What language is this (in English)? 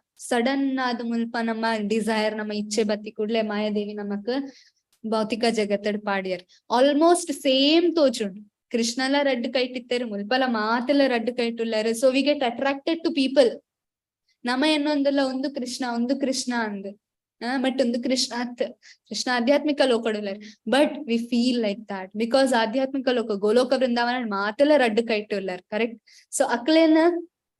Tulu